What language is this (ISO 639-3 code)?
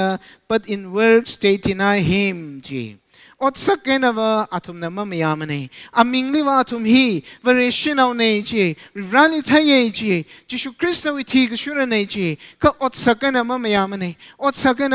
nmf